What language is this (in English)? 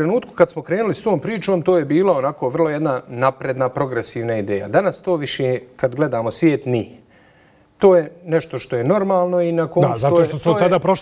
Bosnian